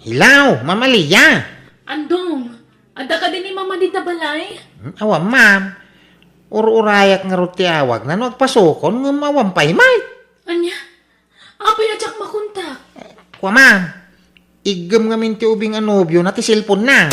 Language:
Iloko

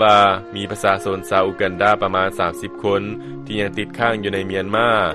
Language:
Lao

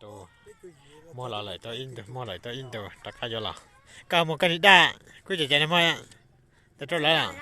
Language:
Hmong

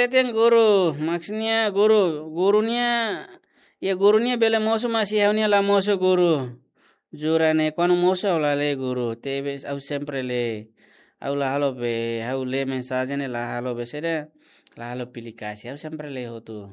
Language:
Tetum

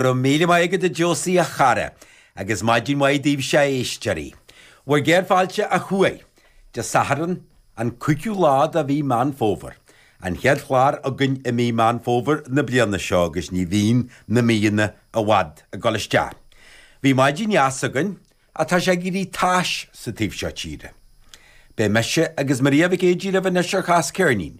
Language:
Irish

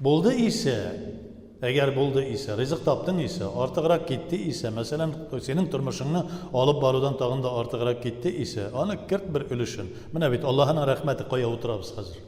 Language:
Tatar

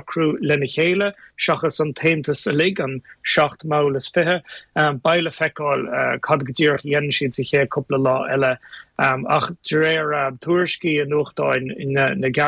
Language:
Irish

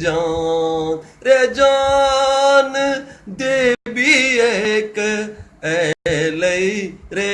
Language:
Maithili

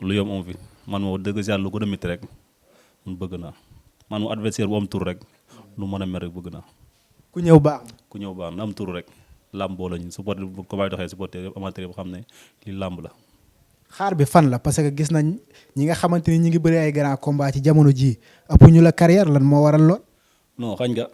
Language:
Wolof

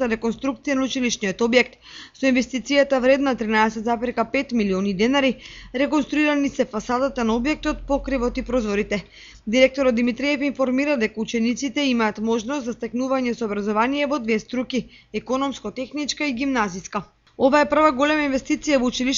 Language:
Macedonian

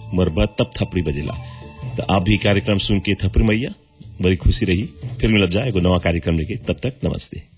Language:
Bhojpuri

